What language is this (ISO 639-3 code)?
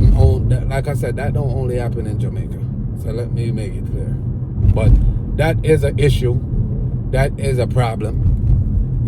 jam